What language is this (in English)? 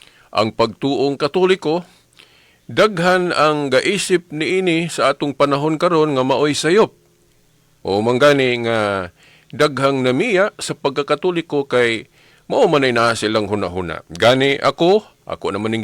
Cebuano